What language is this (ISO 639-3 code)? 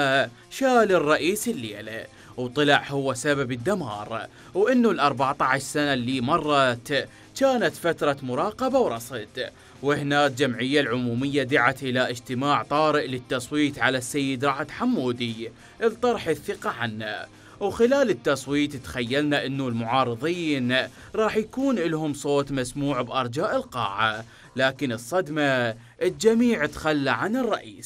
acm